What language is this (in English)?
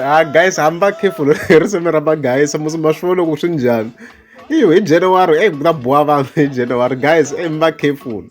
Tsonga